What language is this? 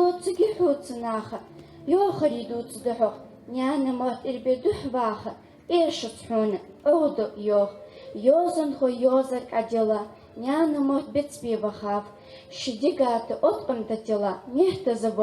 Ingush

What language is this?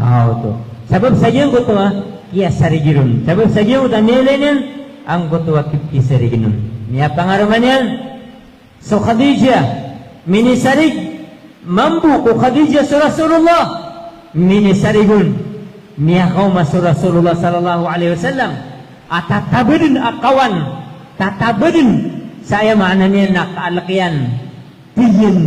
Maranao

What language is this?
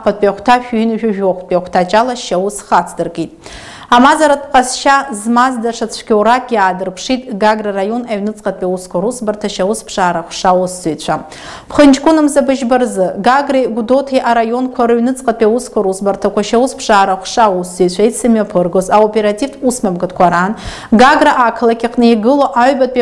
Abkhazian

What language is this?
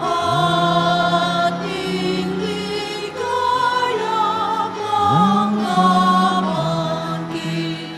Pampanga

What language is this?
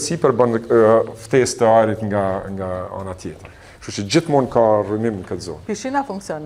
Albanian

